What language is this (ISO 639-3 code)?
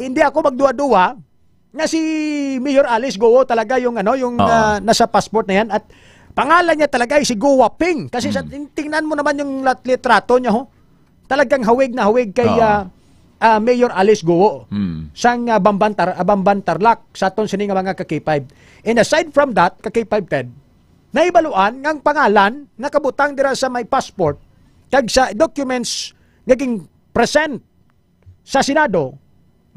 hil